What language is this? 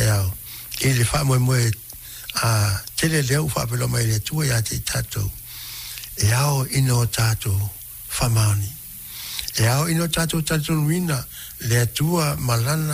Samoan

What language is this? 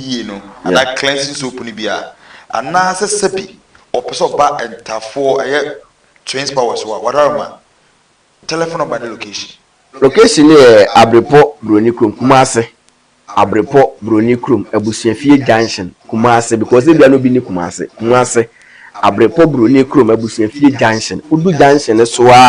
Akan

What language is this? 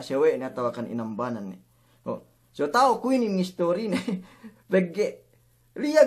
Yakan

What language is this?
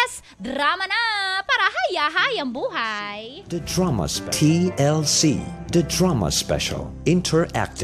Filipino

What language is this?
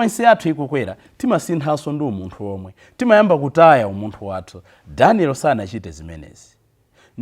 Nyanja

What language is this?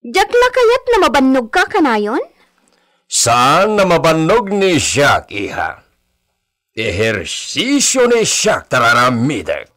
Iloko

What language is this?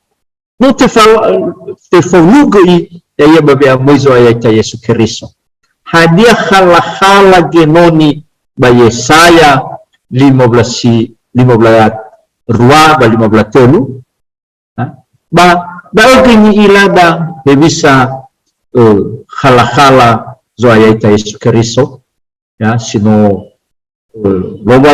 Nias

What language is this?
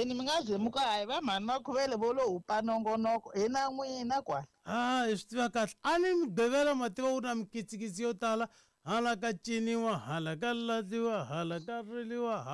Tsonga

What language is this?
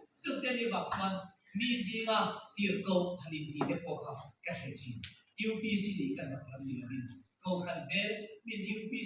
Mizo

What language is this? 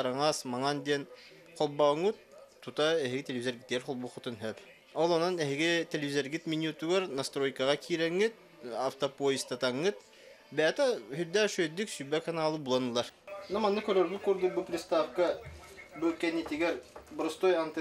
Yakut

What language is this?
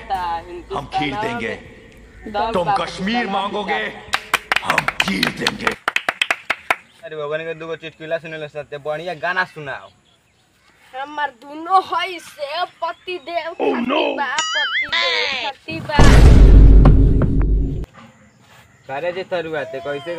Bhojpuri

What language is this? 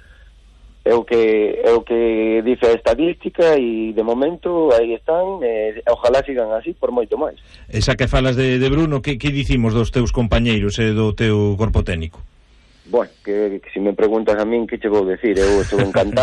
Galician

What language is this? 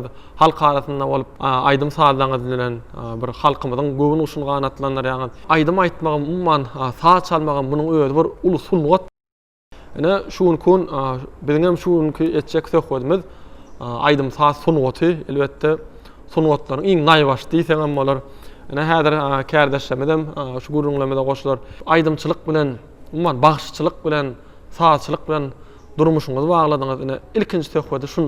Turkmen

